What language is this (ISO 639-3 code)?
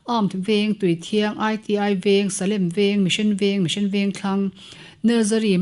lus